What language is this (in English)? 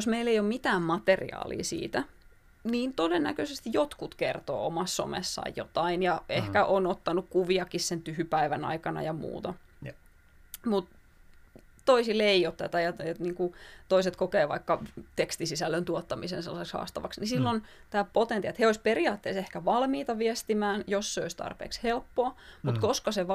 Finnish